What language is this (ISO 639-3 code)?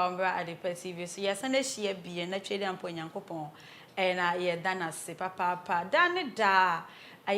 aka